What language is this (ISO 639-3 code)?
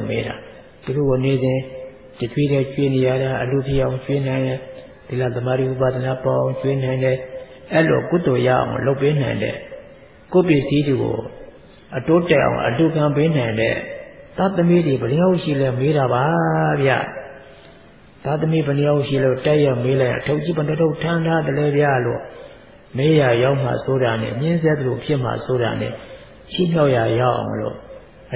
mya